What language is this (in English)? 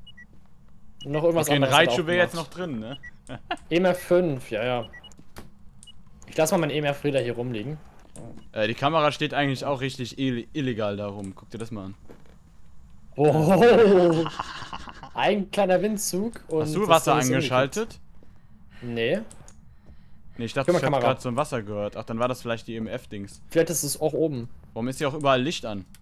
German